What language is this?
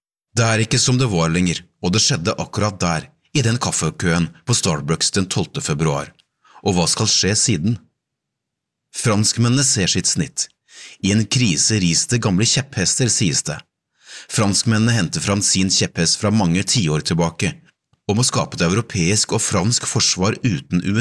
Norwegian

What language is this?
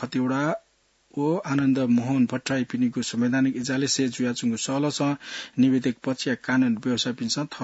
Newari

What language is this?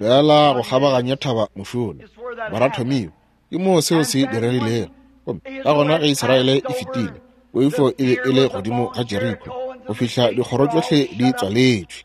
Northern Sotho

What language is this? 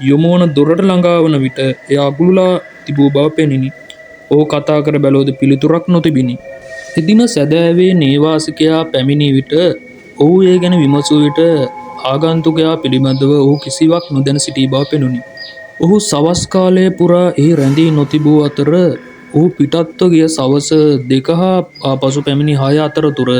Sinhala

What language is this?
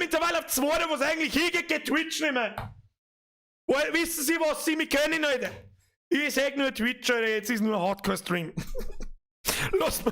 Bavarian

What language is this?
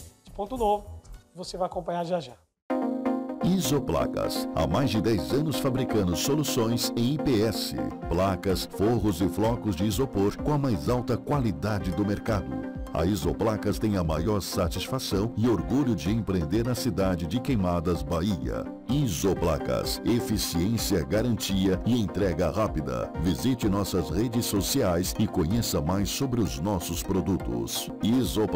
Portuguese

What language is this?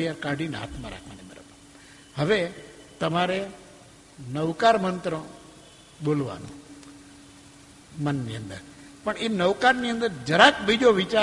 Gujarati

